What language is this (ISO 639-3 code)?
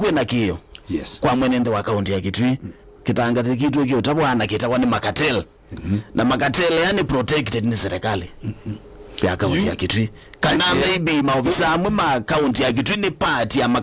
kam